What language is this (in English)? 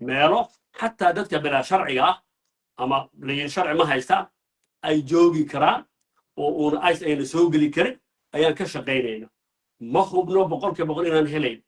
Somali